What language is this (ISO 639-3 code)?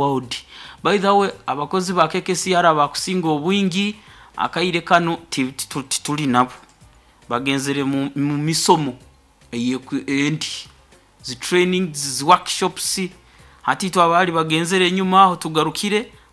nyo